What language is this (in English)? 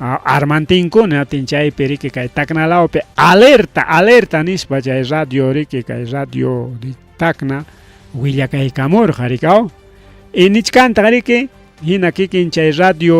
Ayacucho Quechua